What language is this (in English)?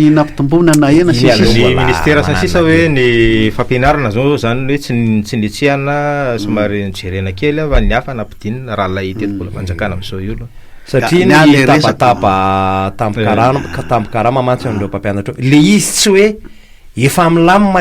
Malagasy